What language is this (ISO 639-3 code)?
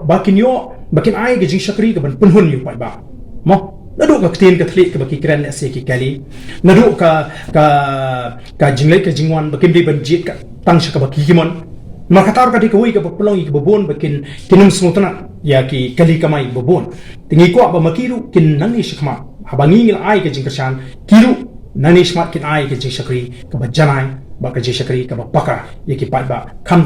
kha